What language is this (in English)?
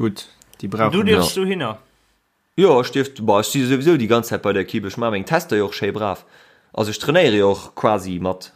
Luxembourgish